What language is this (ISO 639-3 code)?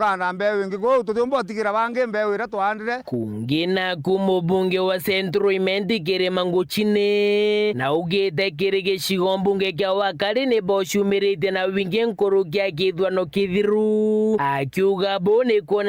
mer